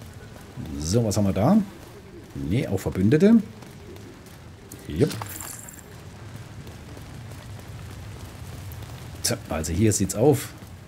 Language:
German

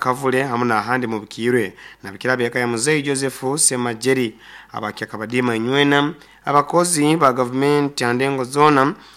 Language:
Nyoro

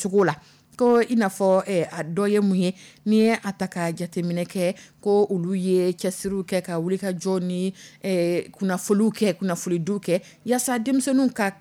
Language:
Dyula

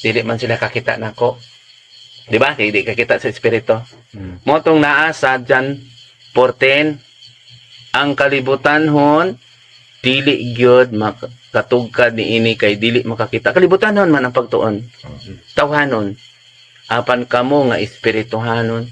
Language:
Cebuano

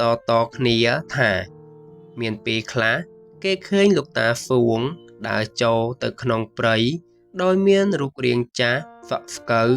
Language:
Khmer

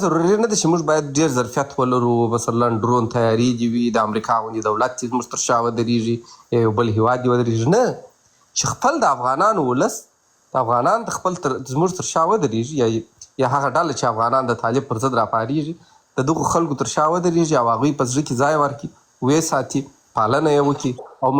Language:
Pashto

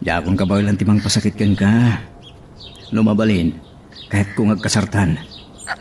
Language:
Iloko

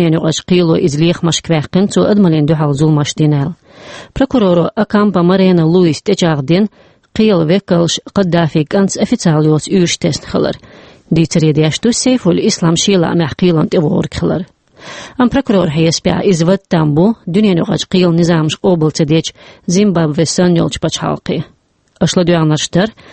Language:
Chechen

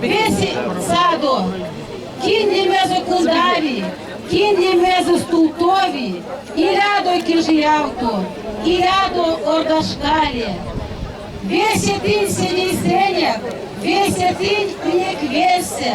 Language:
Erzya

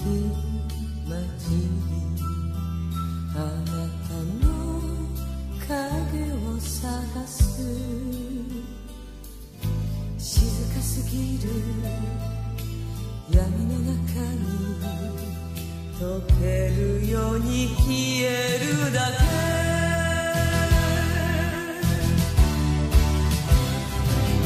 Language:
Japanese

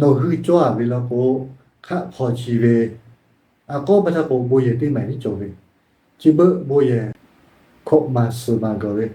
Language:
Lahu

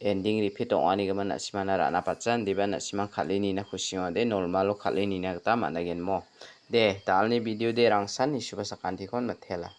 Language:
Garo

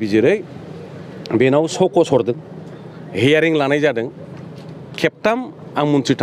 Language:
Bodo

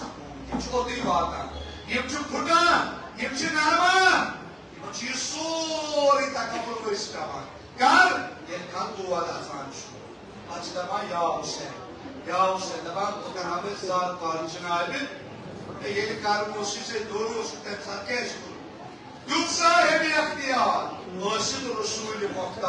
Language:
Kashmiri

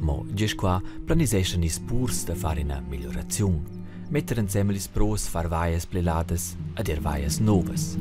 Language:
Romansh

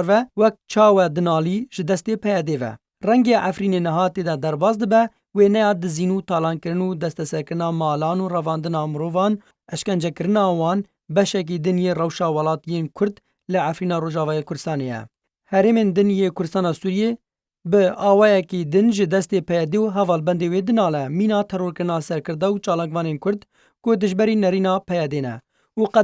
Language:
Kurdish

